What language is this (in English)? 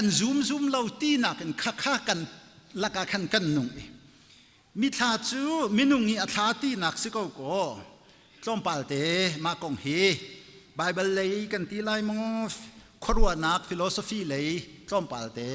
Hakha Chin